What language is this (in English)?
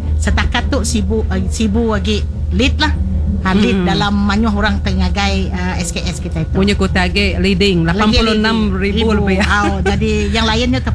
Malay